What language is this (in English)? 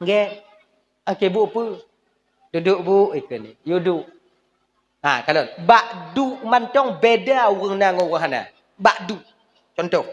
Achinese